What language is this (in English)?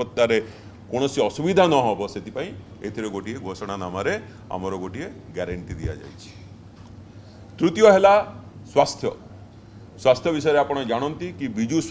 Odia